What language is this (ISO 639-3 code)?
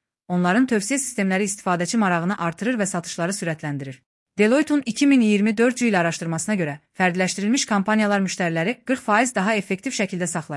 aze